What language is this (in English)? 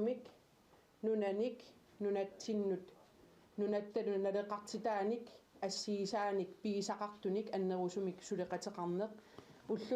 Kalaallisut